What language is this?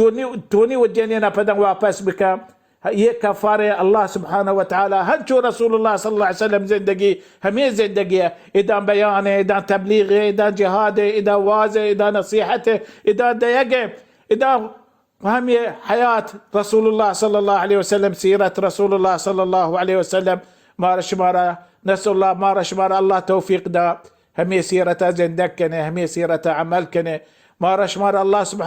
Baluchi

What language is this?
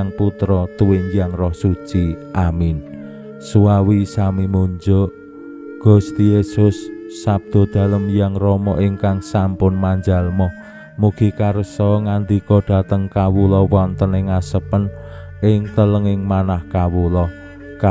Javanese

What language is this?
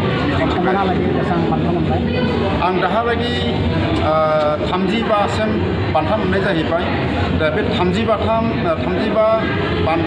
Bodo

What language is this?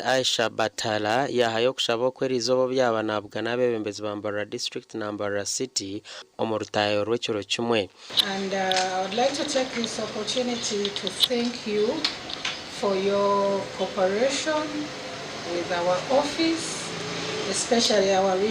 Nyankole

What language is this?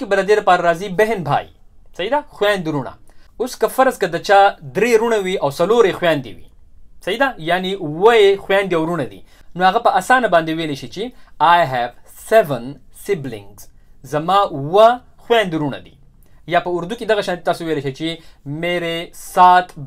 Pashto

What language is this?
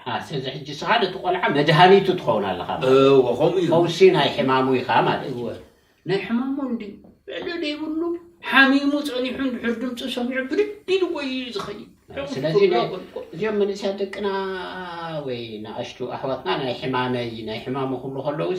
Tigrinya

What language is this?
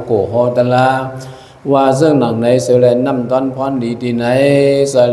Shan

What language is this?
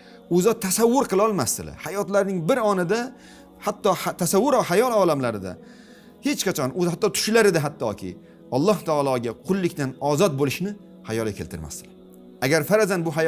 Uzbek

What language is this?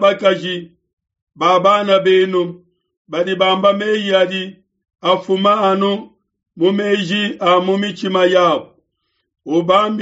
Luba-Lulua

